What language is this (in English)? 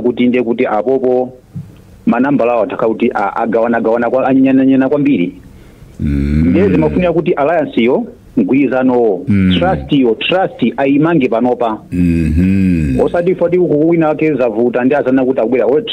Nyanja